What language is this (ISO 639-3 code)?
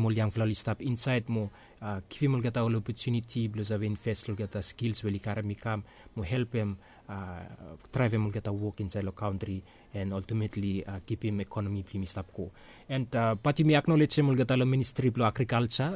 bis